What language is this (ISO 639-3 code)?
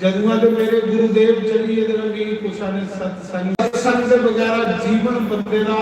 doi